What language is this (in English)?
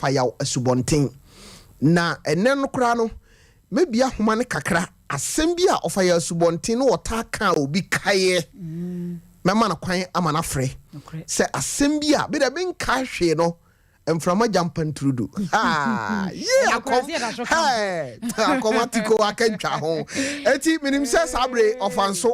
Akan